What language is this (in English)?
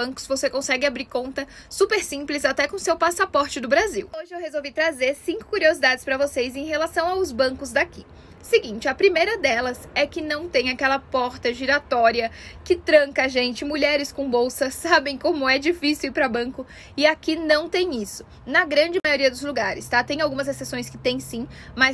Portuguese